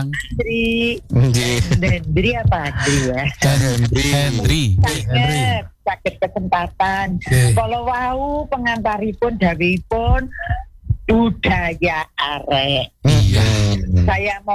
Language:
Indonesian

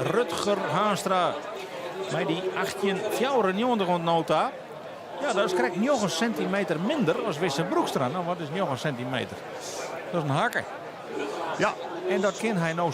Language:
Western Frisian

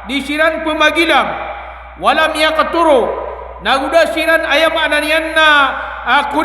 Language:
Maranao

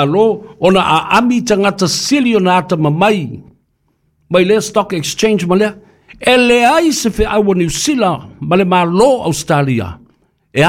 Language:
Samoan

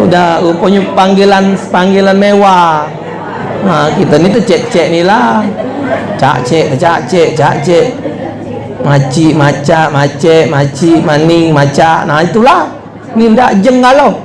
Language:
Musi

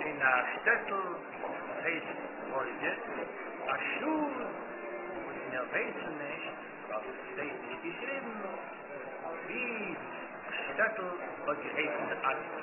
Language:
Yiddish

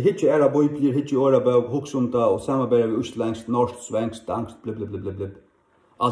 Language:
Faroese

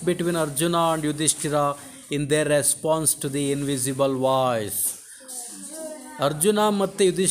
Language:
Kannada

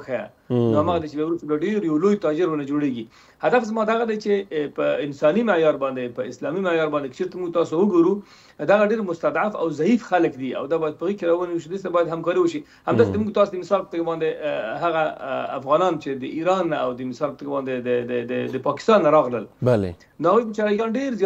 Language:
Pashto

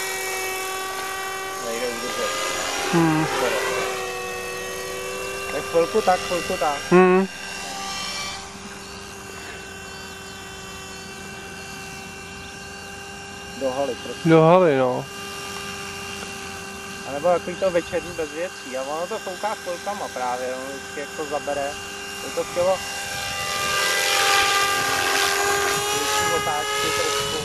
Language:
Czech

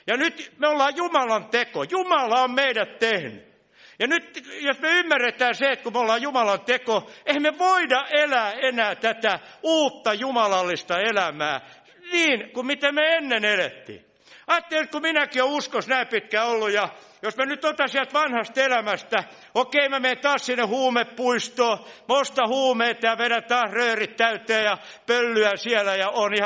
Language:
Finnish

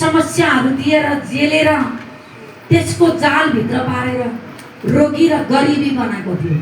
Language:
Nepali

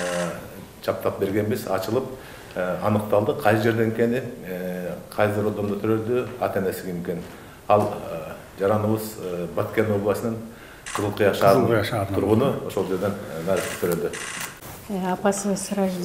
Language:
Kyrgyz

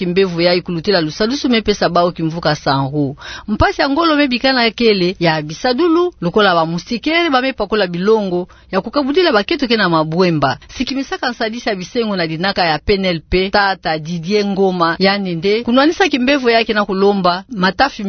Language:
Kituba (Democratic Republic of Congo)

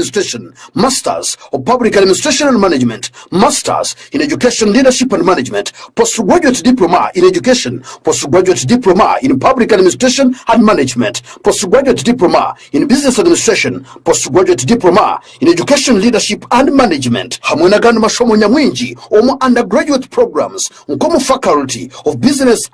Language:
Nyankole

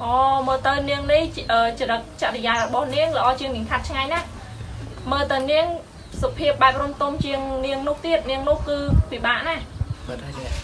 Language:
Khmer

